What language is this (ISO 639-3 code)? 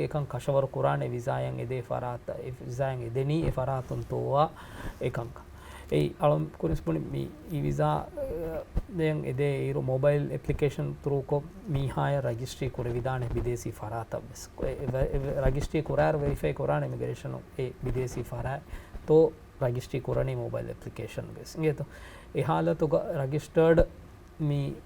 div